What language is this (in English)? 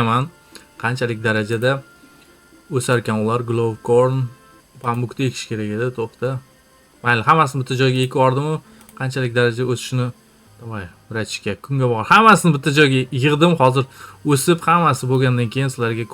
Uzbek